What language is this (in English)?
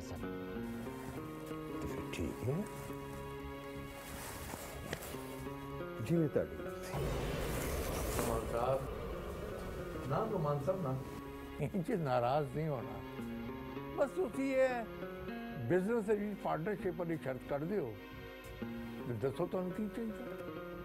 Punjabi